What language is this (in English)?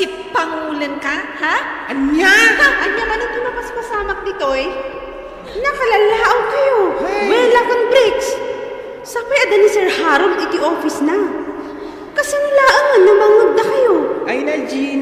Iloko